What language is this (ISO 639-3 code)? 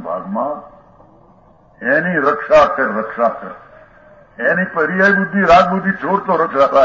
guj